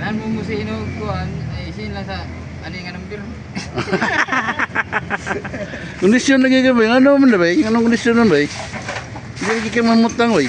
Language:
Cebuano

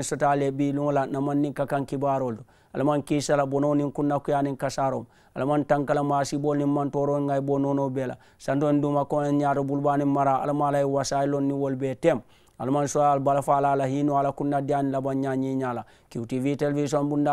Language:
Mandingo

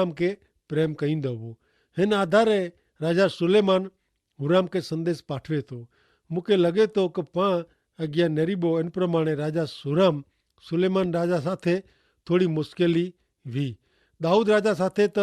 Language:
Kachhi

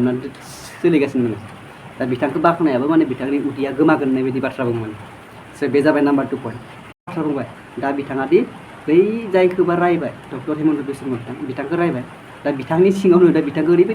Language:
Bodo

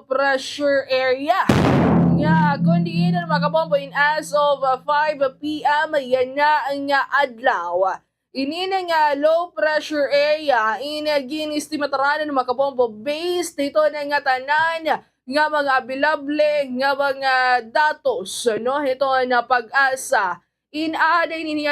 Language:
Waray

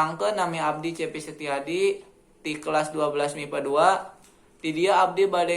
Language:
Sundanese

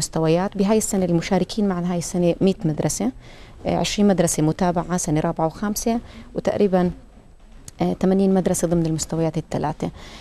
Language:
South Levantine Arabic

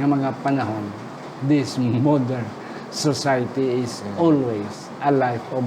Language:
Hiligaynon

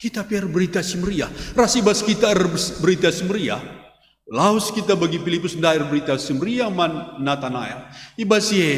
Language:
Batak Karo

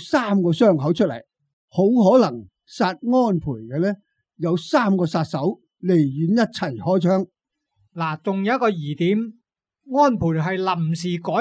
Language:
Cantonese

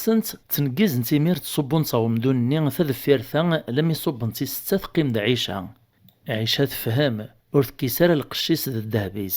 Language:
Kabyle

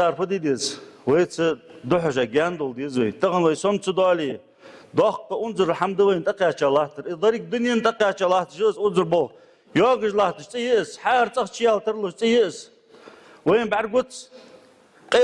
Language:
Ingush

